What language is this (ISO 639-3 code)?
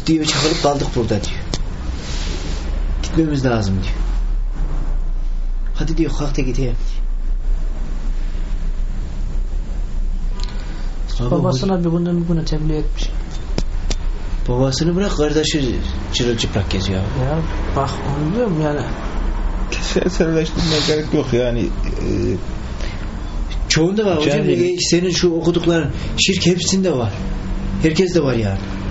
tur